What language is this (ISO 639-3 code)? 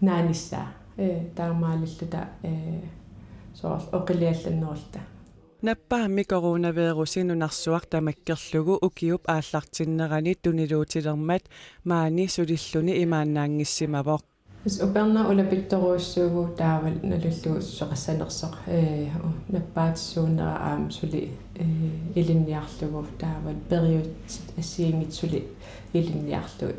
kal